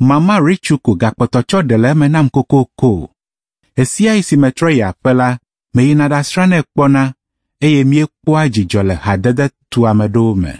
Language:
Ewe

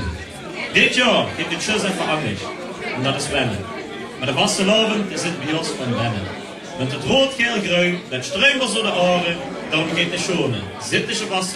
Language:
Limburgish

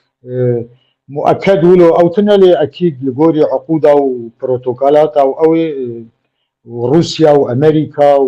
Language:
Kurdish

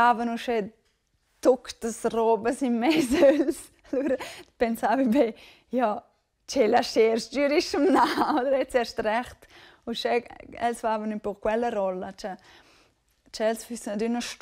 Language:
Romansh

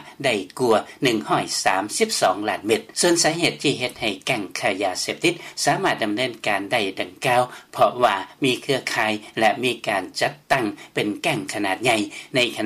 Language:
Lao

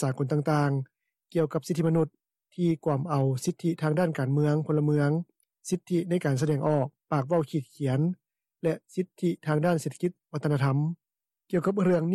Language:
Lao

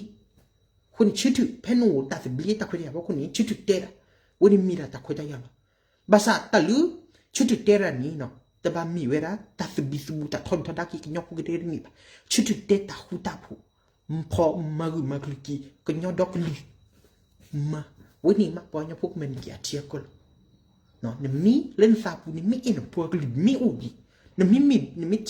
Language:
S'gaw Karen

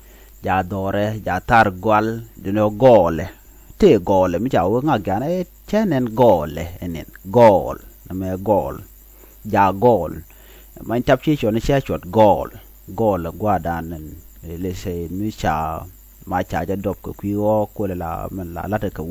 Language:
Nuer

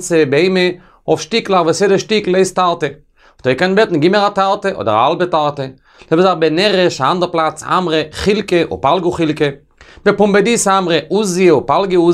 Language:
Yiddish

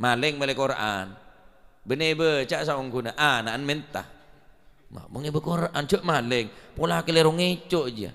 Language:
Madurese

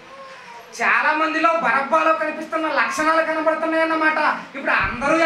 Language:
Telugu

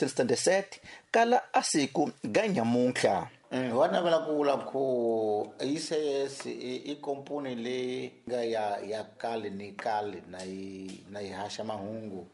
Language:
Tsonga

